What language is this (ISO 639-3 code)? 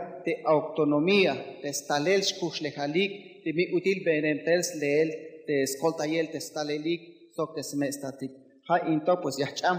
tzh